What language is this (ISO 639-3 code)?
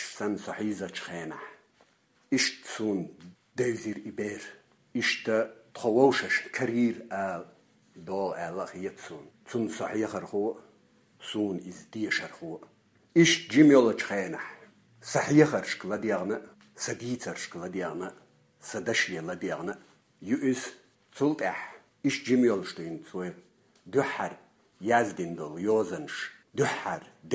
che